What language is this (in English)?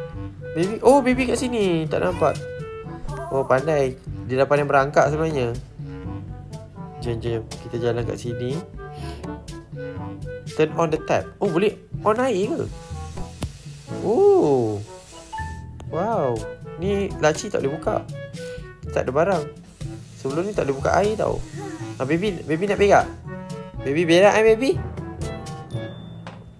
Malay